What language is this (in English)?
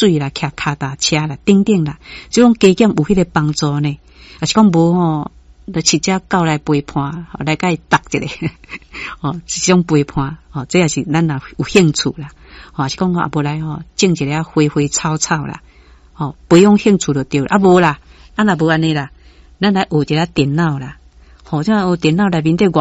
Min Nan Chinese